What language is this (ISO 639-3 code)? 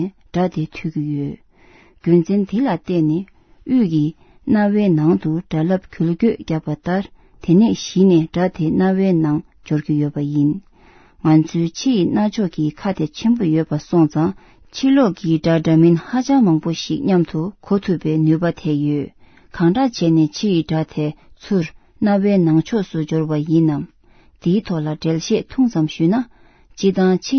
bod